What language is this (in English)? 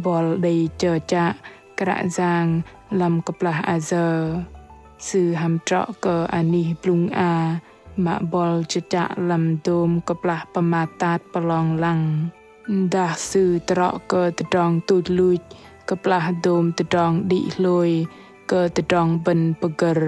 Bahnar